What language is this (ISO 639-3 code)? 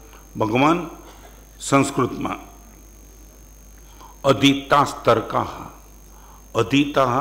guj